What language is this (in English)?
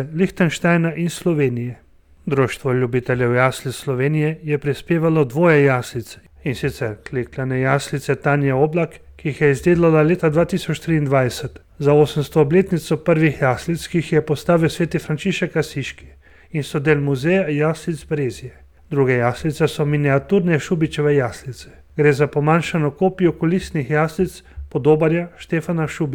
Slovenian